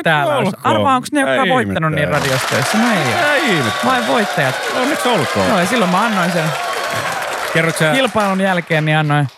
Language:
Finnish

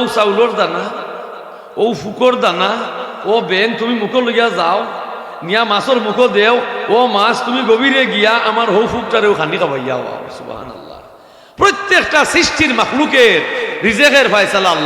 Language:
Sylheti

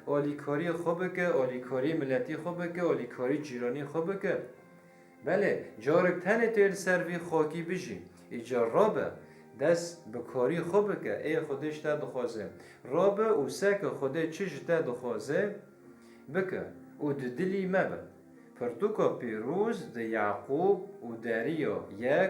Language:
Kurdish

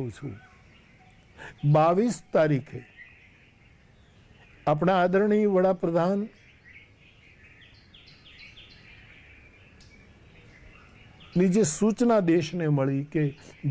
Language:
Gujarati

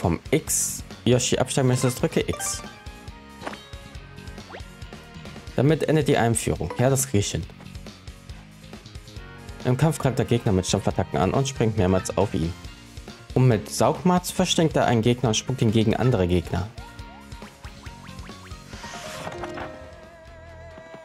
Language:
German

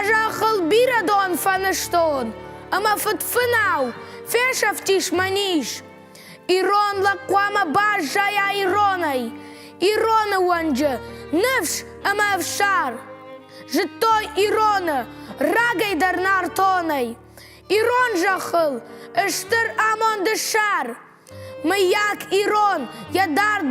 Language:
Ossetic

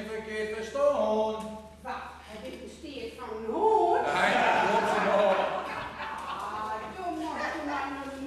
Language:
Gronings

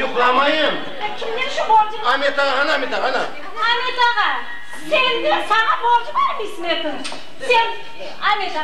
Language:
Crimean Tatar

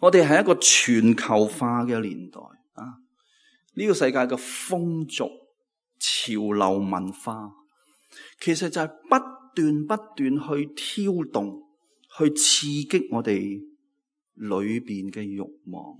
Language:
Cantonese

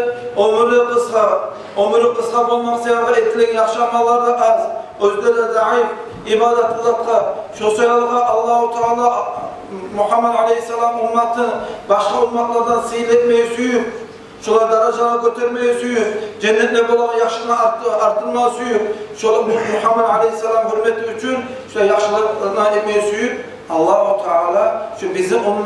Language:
Kumyk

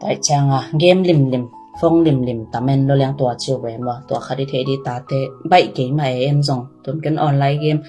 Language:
Tedim Chin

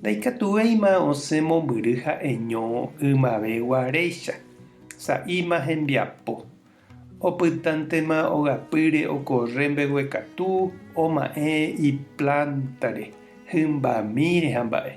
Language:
Guarani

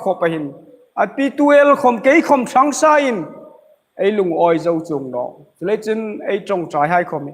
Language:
Hmar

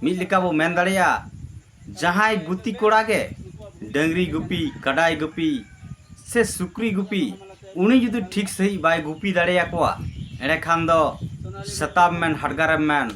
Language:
Santali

